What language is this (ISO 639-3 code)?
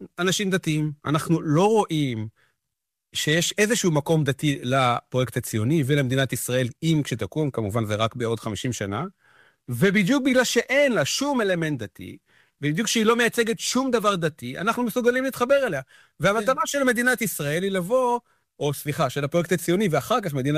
heb